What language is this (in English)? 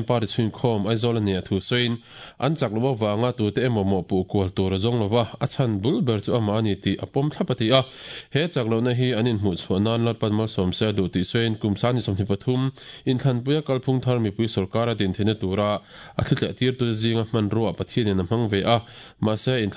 Mizo